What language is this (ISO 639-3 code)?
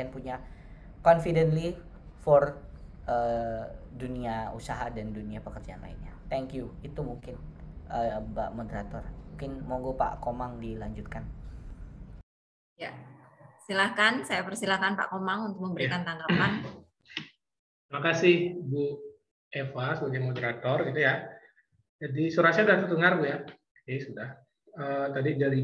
ind